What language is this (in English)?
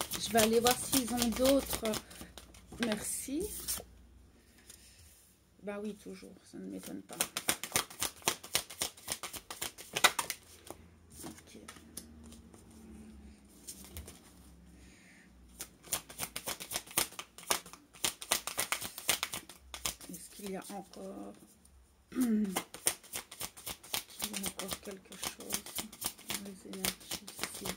French